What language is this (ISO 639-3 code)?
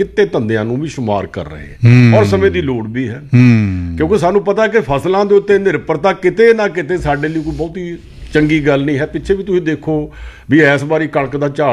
pan